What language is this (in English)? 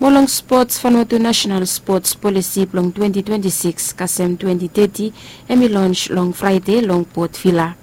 Bislama